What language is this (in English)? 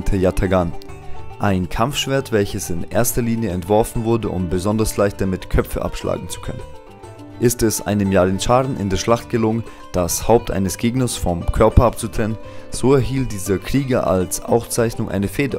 German